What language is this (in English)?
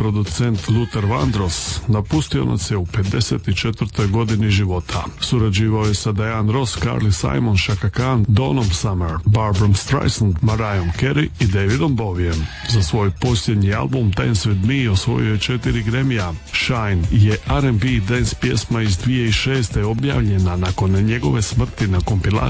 Croatian